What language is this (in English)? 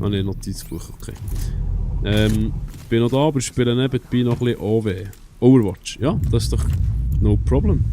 Swiss German